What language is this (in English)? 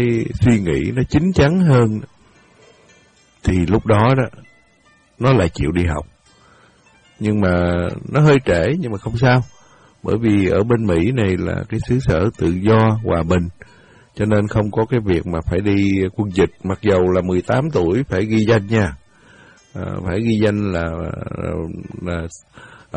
Vietnamese